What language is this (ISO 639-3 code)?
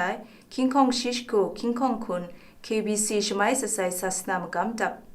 kac